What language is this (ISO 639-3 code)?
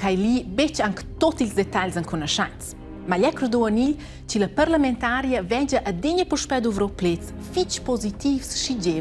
roh